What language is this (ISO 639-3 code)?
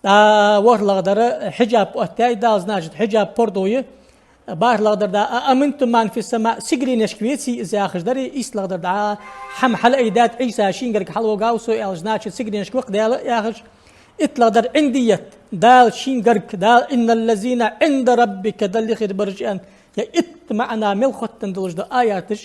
inh